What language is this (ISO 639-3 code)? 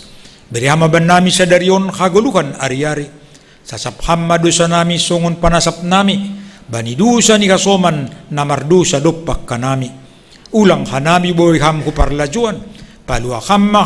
bts